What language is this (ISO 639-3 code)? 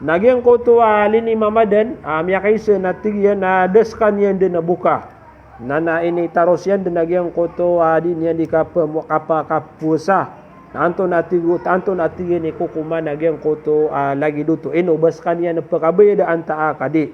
mrw